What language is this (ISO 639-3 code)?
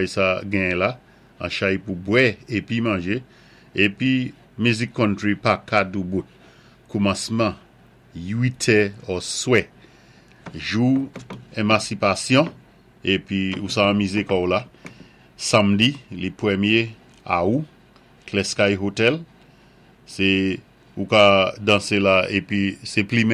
acf